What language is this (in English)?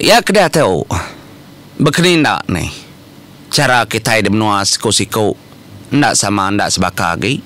Iban